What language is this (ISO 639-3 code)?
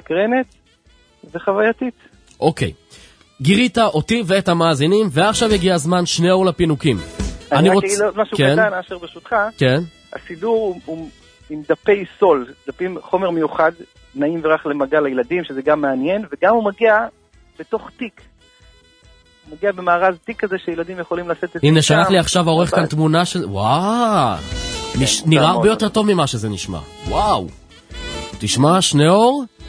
heb